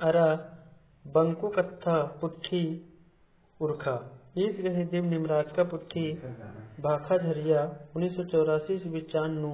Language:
Kurukh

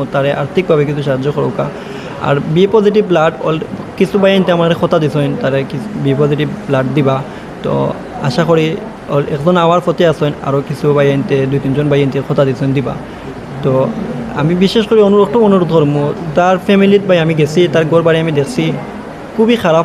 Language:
Sylheti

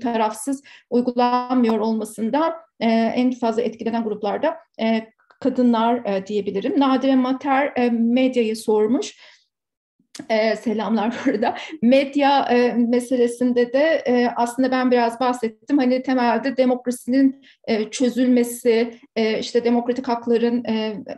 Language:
Turkish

